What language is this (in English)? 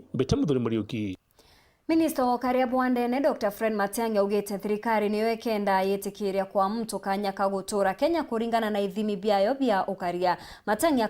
Meru